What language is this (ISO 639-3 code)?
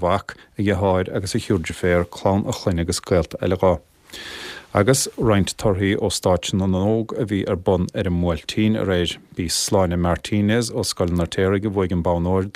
gle